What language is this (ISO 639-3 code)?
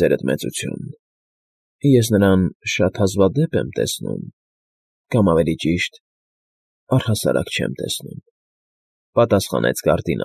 hye